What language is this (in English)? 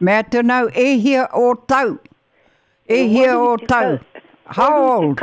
Māori